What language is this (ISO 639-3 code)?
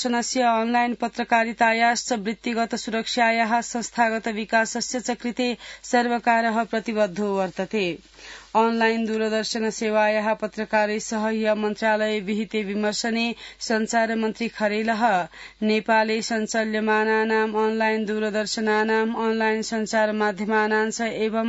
san